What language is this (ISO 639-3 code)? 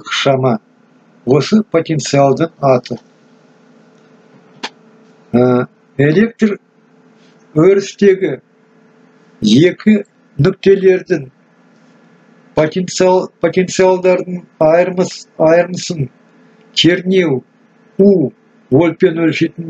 kaz